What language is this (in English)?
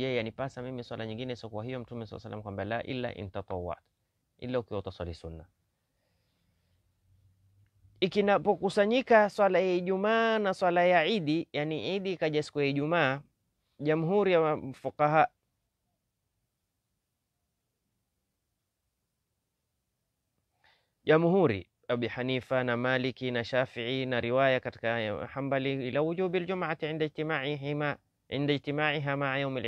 Swahili